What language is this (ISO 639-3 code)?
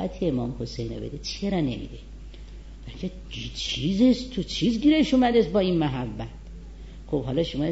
fas